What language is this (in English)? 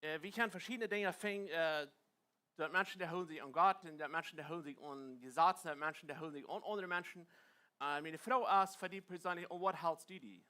Plautdietsch